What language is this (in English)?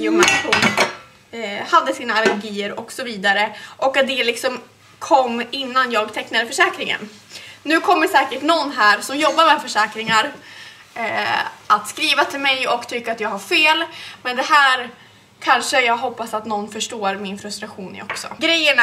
Swedish